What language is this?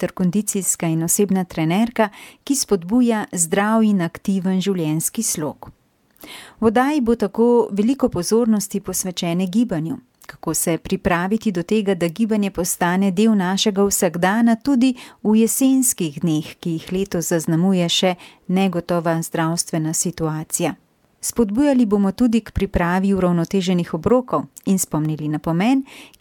Slovenian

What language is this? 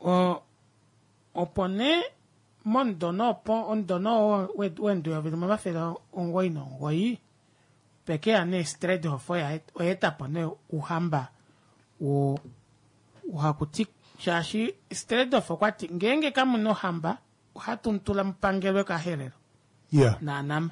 Kuanyama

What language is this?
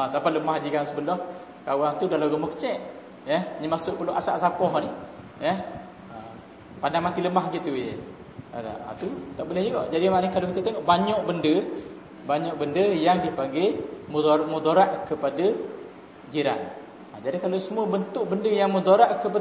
Malay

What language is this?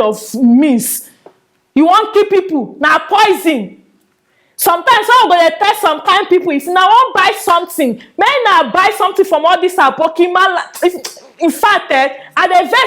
Nigerian Pidgin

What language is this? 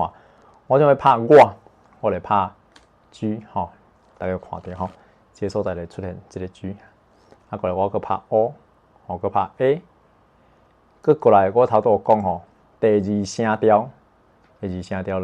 Min Nan Chinese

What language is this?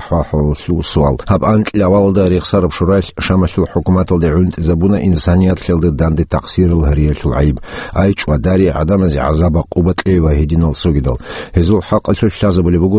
Avaric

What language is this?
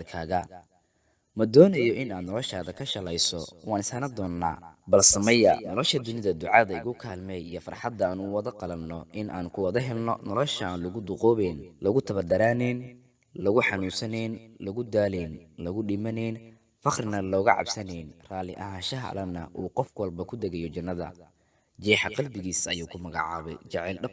Somali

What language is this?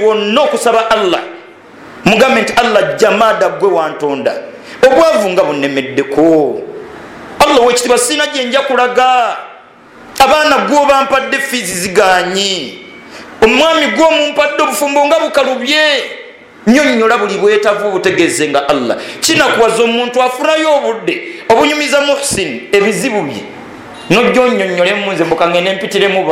Ganda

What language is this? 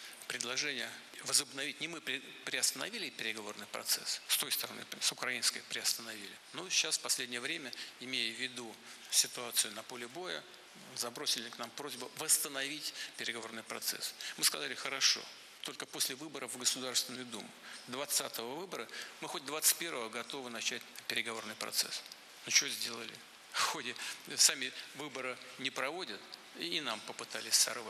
Russian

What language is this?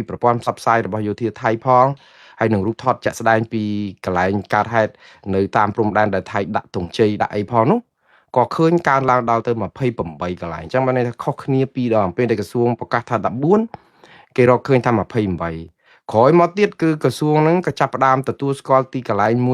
Khmer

